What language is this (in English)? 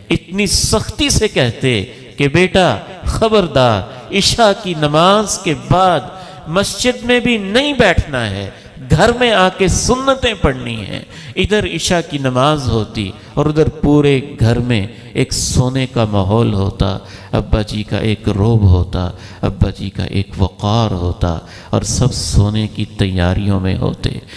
Urdu